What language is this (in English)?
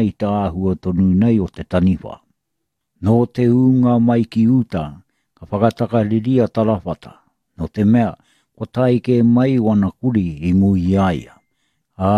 Māori